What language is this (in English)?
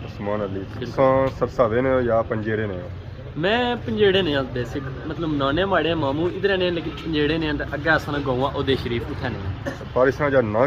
Pahari-Potwari